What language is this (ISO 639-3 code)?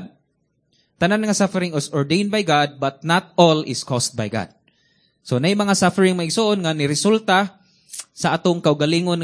ceb